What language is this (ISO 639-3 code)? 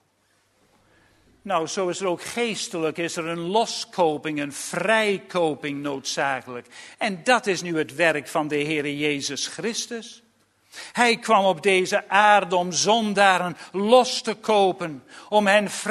nld